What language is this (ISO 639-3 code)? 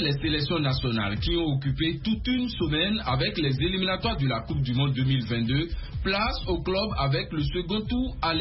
fra